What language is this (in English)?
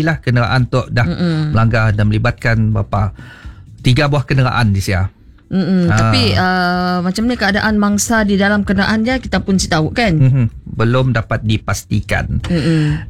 Malay